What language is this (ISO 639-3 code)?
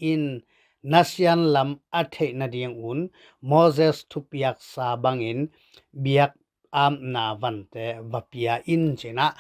ctd